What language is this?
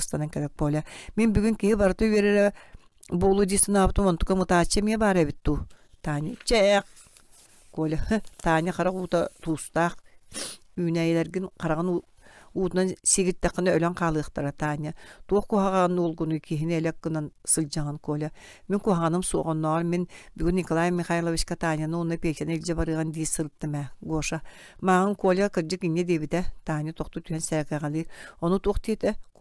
Yakut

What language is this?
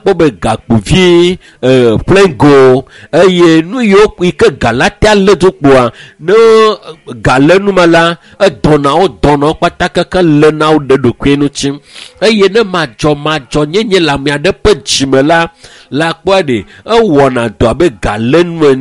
Ewe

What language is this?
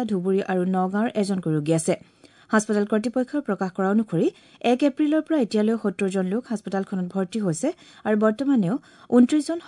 Assamese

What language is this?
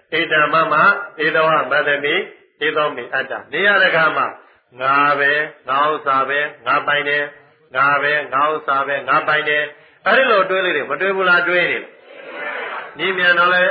Burmese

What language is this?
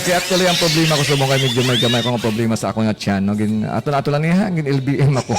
Hiligaynon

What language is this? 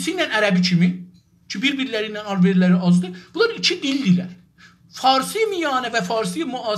South Azerbaijani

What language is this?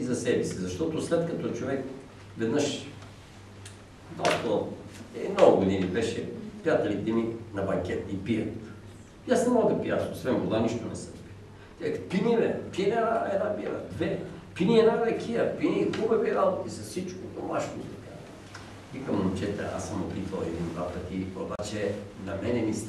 Bulgarian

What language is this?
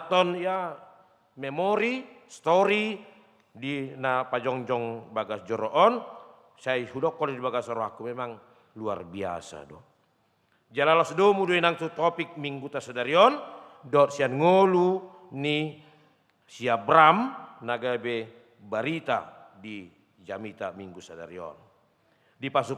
Batak Toba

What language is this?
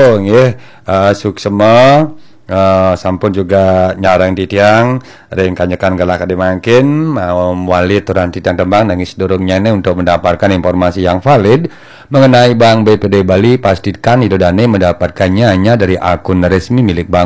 Balinese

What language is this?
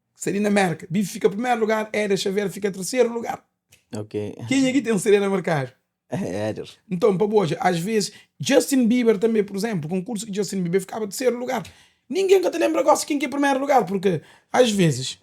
Kabuverdianu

